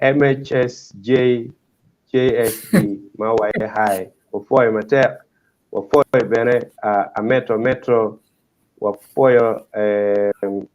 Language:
Acoli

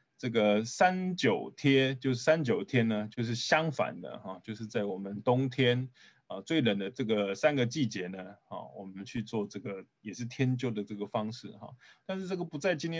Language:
Chinese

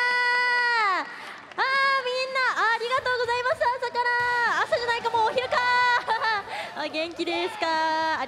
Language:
Japanese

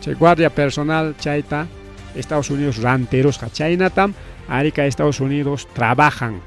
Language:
Ayacucho Quechua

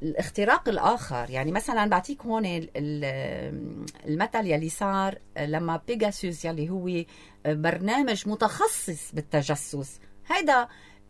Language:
North Levantine Arabic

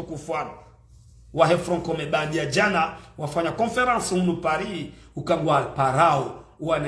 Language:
Ngazidja Comorian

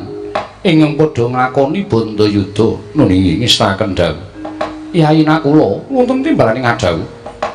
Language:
Javanese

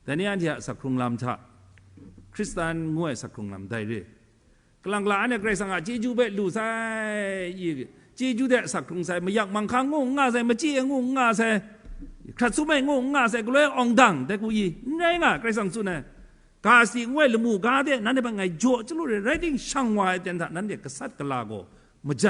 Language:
Kachin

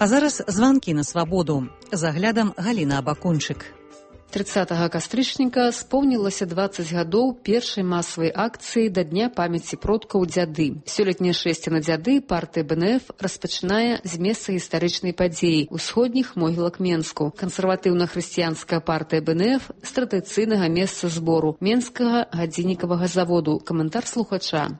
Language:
Belarusian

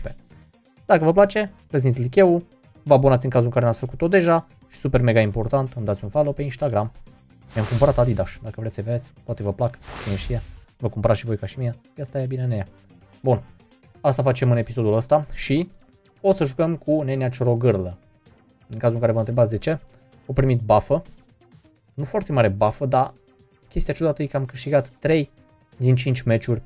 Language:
Romanian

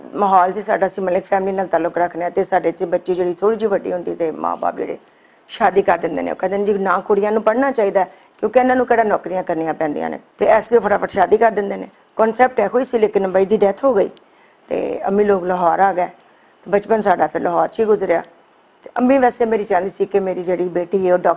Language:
Western Panjabi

